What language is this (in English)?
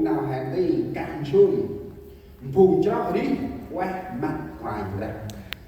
Central Mnong